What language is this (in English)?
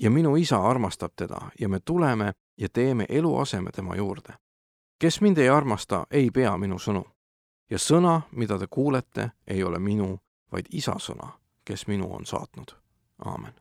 Estonian